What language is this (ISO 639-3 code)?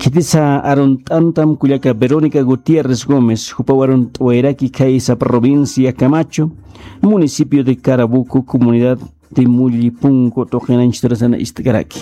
aym